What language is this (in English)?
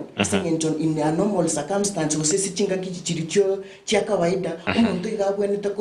Gusii